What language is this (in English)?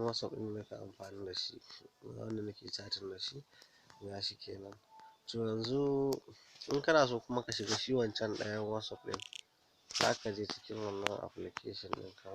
Hausa